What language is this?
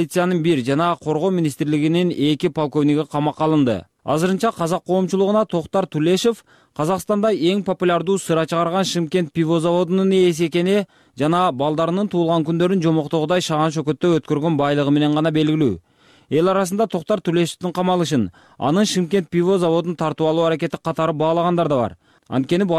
Kyrgyz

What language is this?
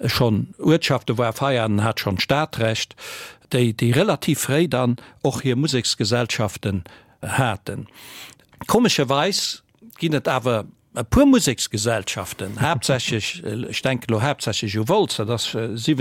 Luxembourgish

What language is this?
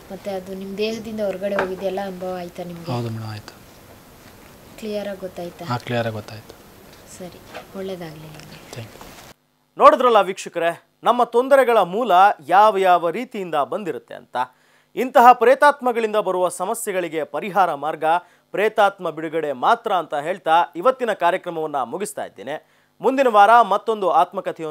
Kannada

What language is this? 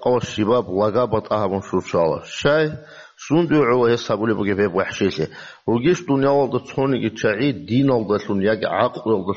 Avaric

